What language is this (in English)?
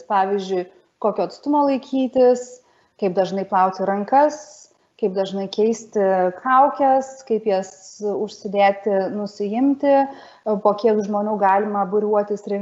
Lithuanian